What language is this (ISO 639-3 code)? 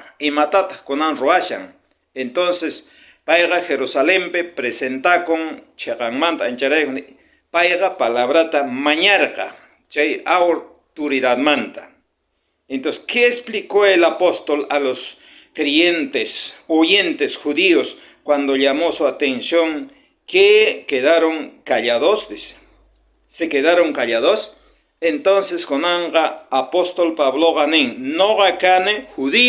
quh